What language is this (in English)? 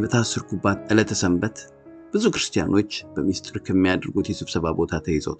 Amharic